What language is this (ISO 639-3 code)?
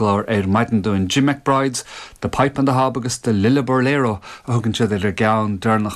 gle